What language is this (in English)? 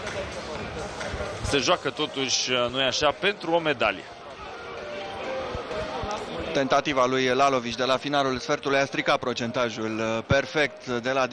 Romanian